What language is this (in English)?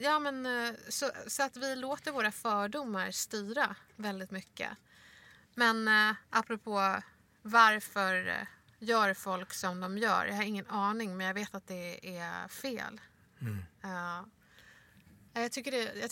Swedish